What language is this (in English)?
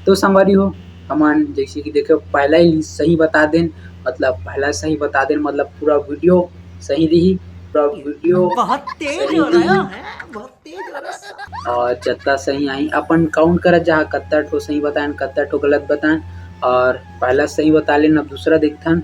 Chhattisgarhi